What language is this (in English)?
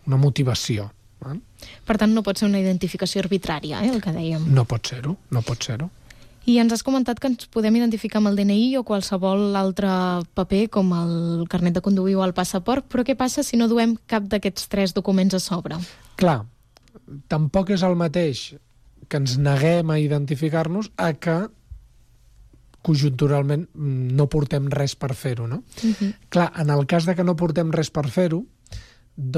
Catalan